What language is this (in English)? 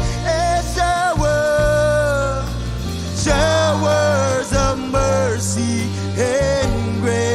Marshallese